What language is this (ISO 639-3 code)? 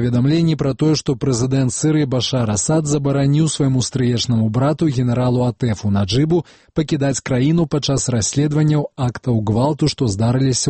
bel